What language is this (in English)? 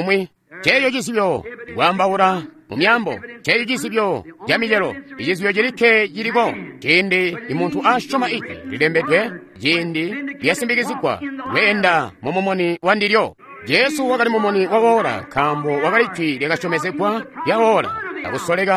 Tonga (Zambia)